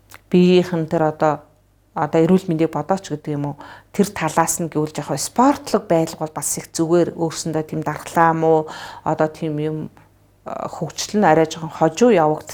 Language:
Mongolian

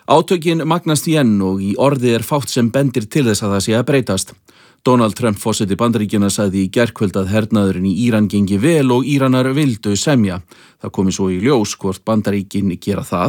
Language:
Icelandic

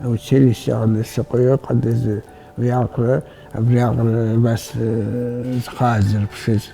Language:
Abkhazian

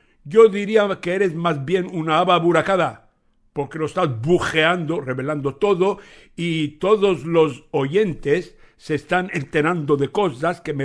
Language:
Ladino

